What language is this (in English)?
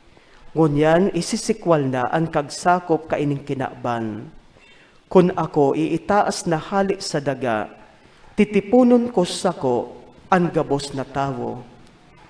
Bikol